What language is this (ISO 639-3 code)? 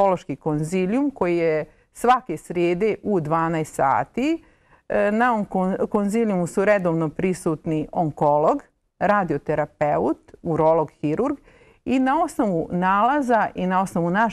bos